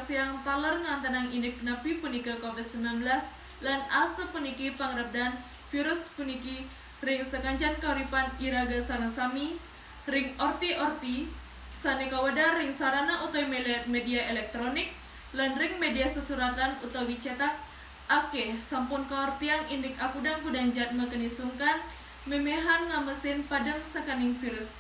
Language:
Balinese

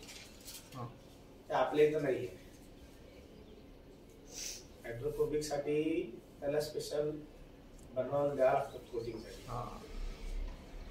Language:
Marathi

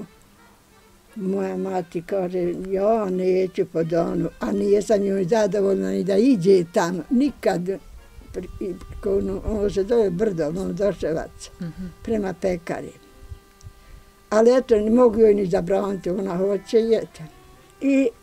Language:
Bosnian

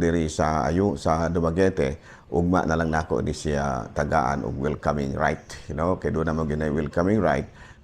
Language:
Cebuano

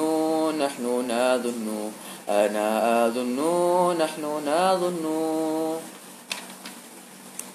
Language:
Malay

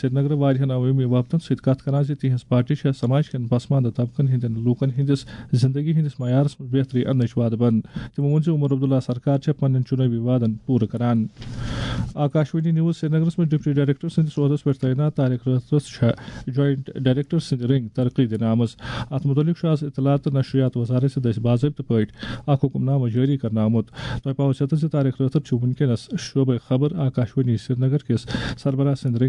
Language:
Kashmiri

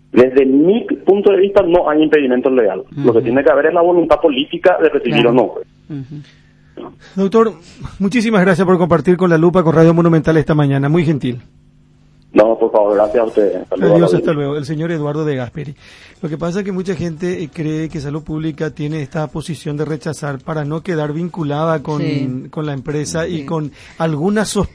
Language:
Spanish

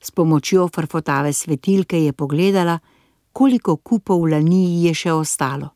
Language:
Slovenian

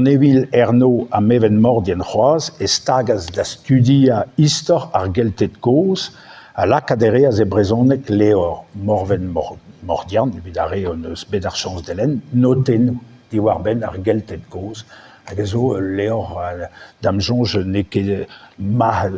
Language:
Breton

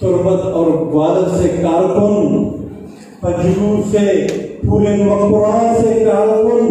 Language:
Eastern Balochi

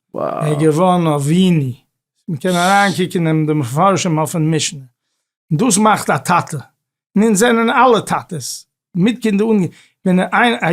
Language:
Yiddish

